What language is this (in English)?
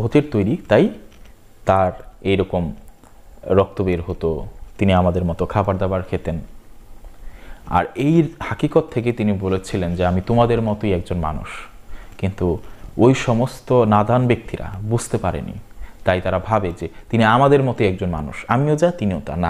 Bangla